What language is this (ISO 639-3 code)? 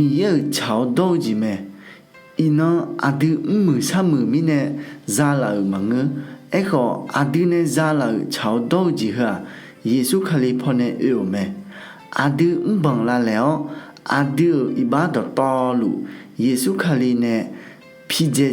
ahk